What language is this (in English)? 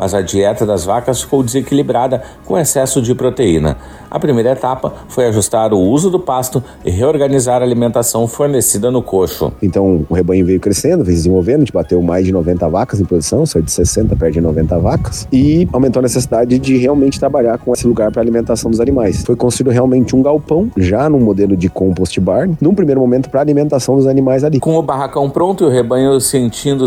Portuguese